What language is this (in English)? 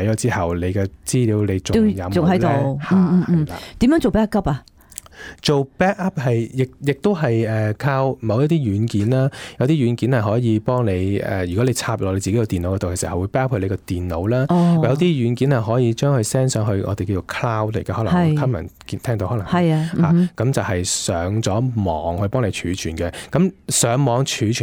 Cantonese